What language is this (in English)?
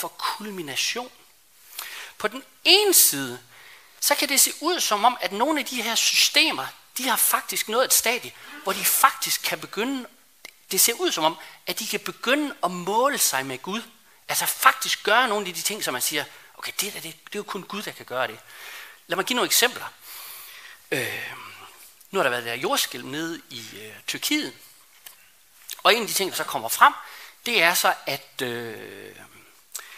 Danish